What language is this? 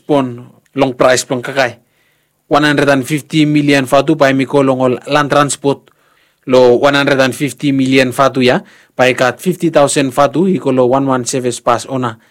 Bislama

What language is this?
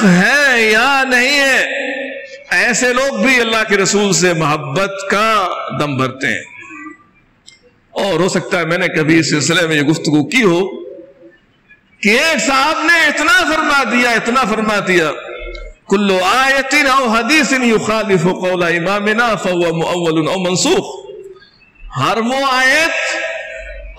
Urdu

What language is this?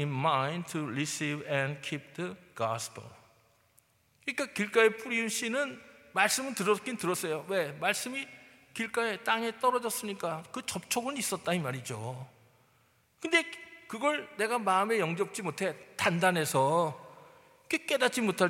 Korean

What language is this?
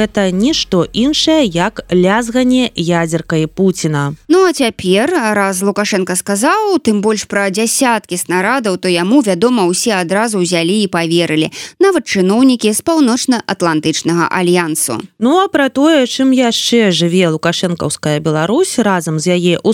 Belarusian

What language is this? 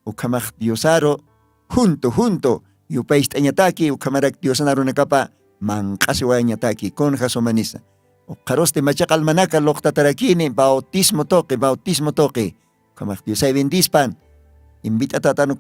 Aymara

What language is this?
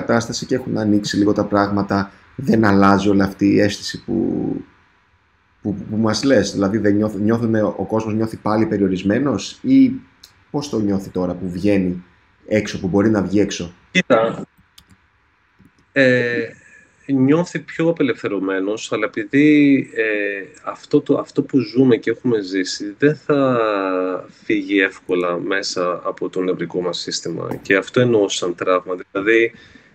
Greek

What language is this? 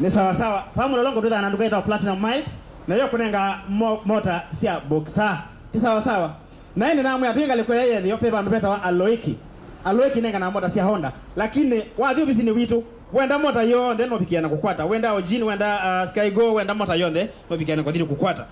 Kamba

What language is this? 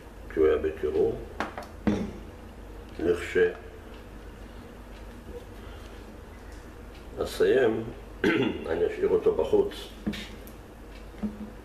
Hebrew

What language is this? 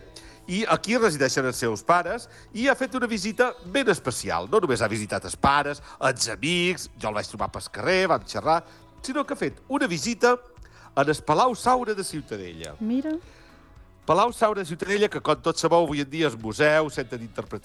Catalan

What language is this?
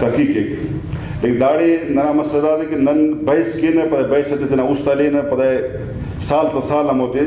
Brahui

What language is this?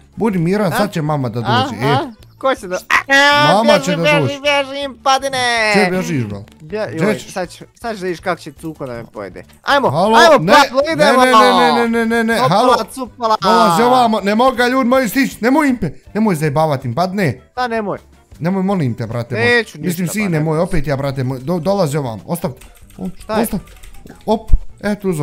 Bosnian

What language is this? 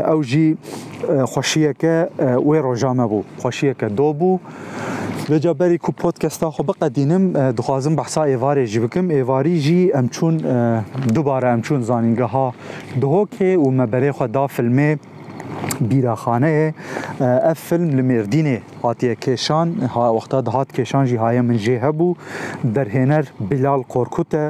Kurdish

